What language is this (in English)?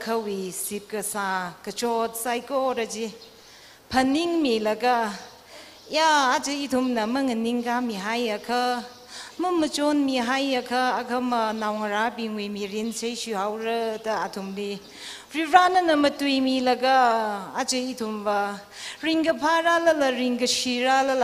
Tangkhul Naga (India)